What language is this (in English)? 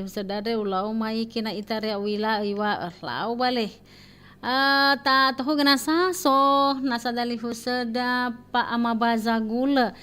Nias